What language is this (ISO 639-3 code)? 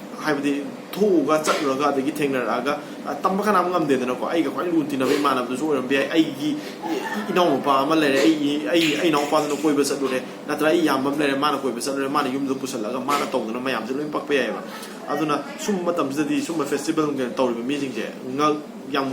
mni